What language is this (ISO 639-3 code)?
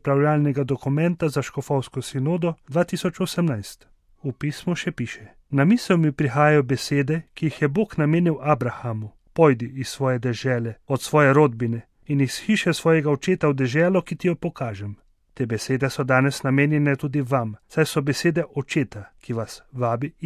slv